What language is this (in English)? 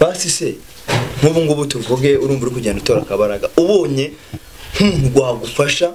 Kinyarwanda